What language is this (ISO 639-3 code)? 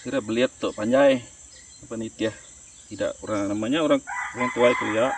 iba